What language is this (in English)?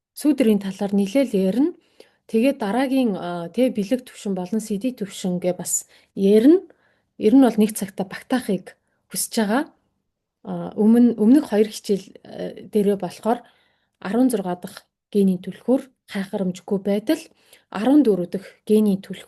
Mongolian